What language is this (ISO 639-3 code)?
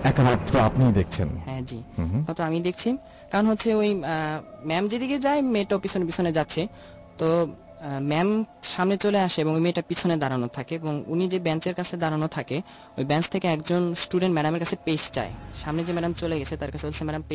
ben